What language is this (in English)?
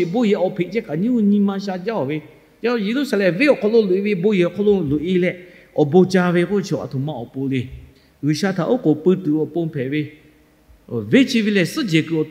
Lahu